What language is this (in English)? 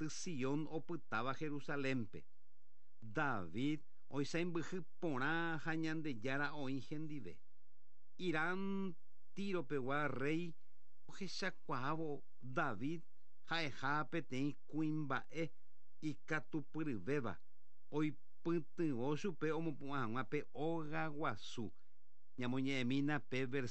Guarani